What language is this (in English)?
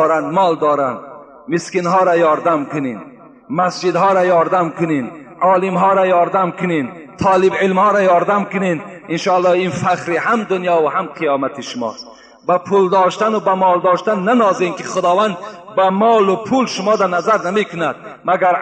Tajik